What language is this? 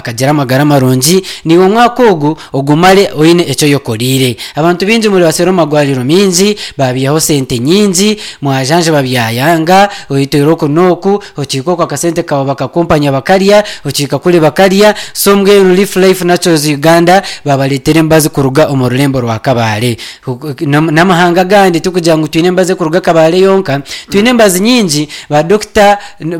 Nyankole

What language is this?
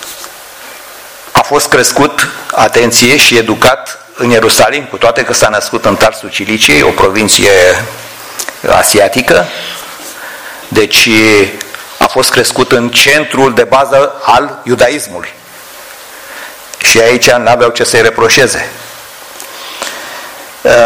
Romanian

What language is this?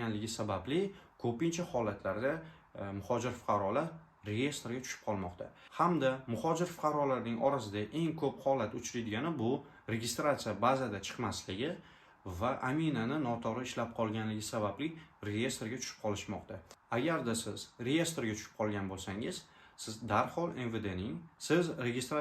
Uzbek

